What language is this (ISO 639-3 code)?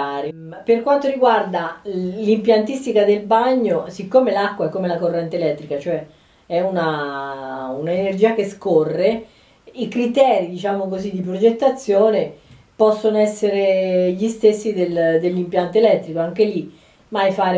ita